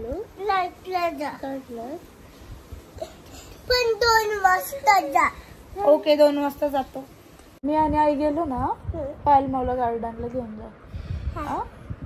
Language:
Marathi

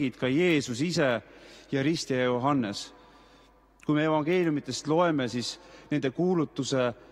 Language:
Estonian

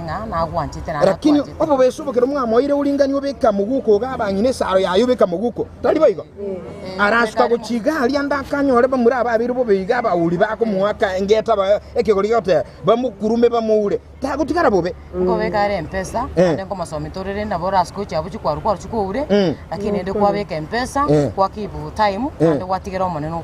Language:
Gusii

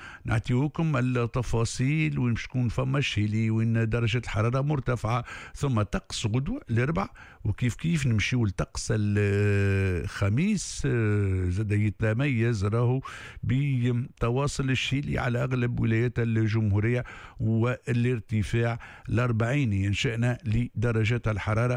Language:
Tunisian Arabic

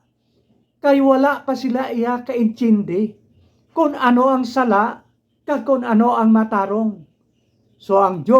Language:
Hiligaynon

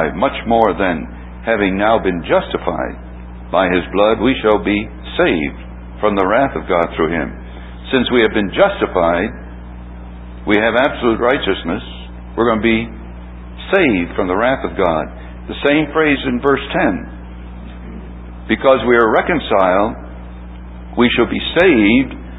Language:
English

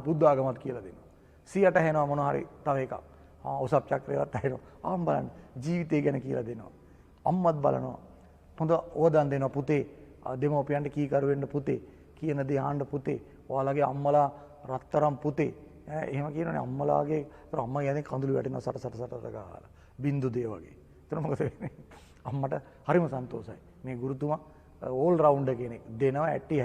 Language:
Sinhala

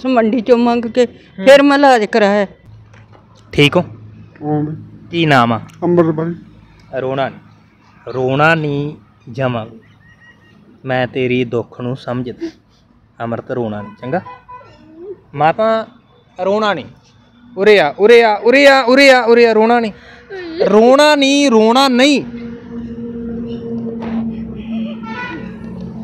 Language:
Punjabi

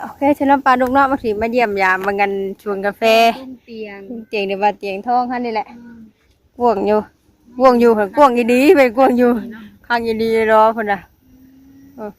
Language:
Northeastern Thai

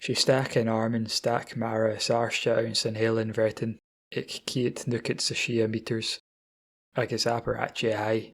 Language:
Scottish Gaelic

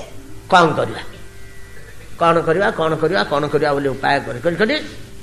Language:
Odia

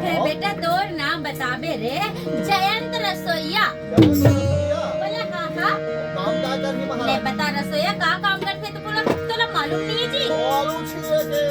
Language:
Chhattisgarhi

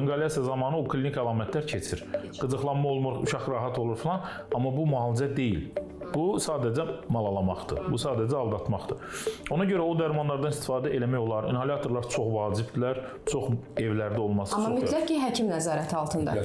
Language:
Azerbaijani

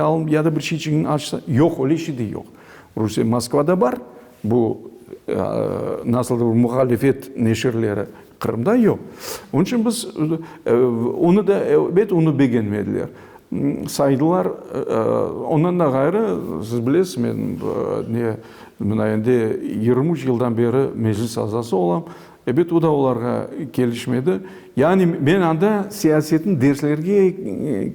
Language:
Crimean Tatar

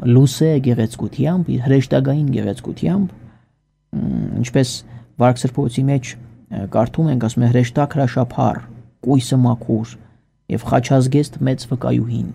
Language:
Armenian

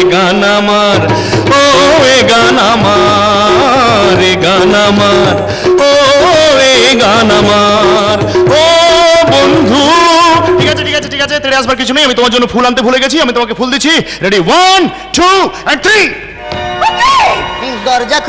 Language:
Bangla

